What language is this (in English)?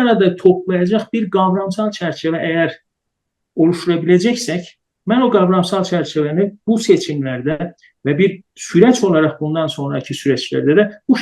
South Azerbaijani